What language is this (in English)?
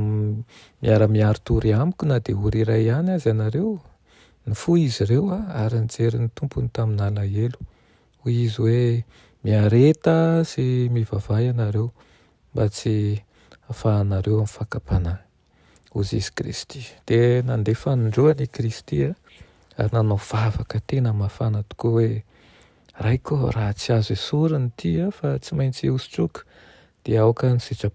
Malagasy